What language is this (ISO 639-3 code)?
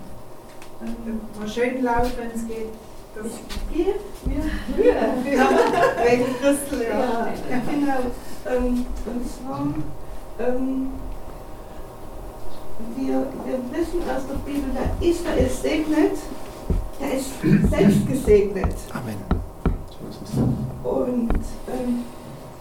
deu